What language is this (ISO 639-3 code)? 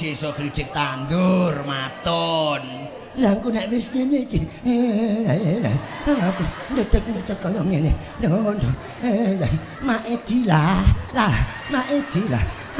jav